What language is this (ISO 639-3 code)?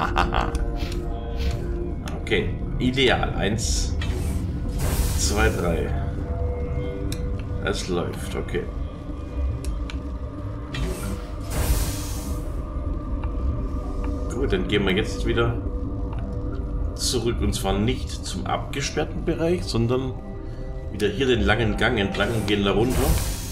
deu